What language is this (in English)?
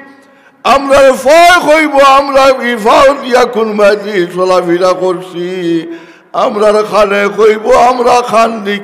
Sylheti